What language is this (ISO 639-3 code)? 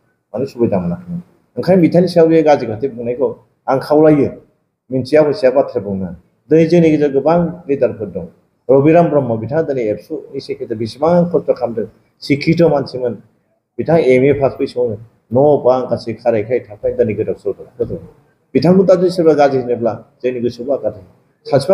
brx